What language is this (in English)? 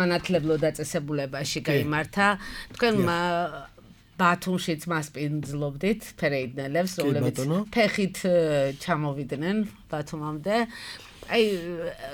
Georgian